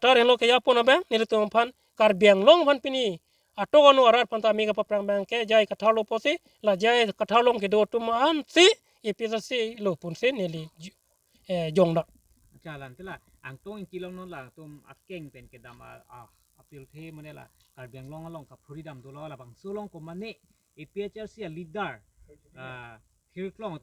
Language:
Karbi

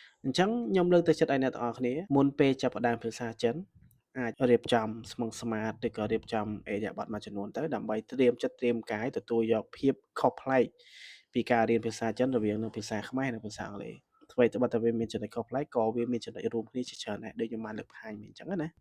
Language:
Khmer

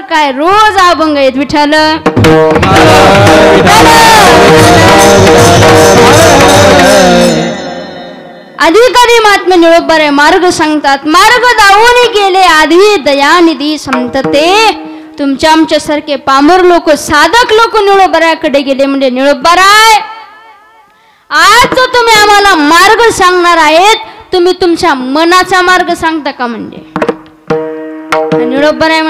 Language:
Marathi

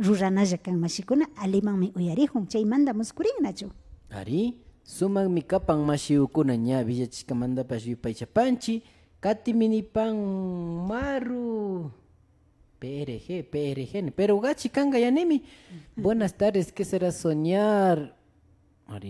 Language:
Imbabura Highland Quichua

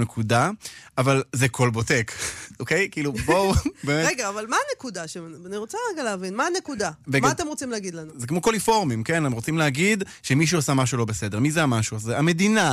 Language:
Hebrew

